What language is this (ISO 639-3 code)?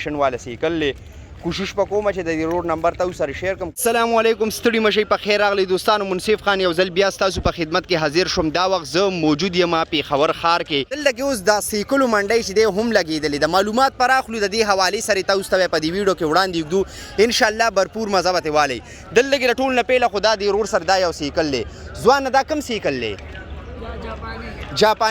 pus